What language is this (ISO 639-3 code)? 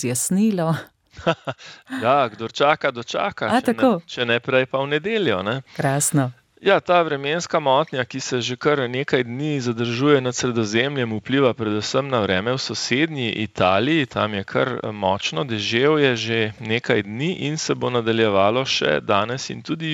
slv